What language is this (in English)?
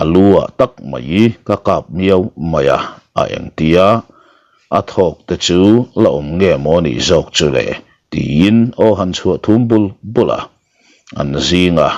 Mizo